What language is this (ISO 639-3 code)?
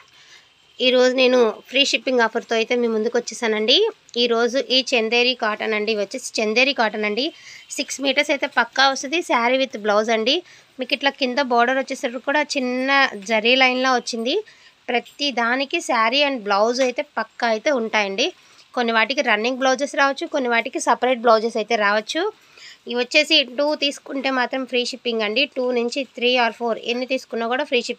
tel